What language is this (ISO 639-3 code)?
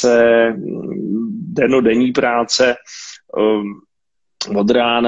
ces